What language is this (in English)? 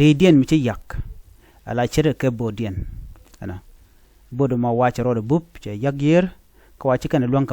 Nuer